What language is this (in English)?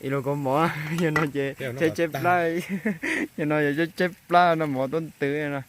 Hmong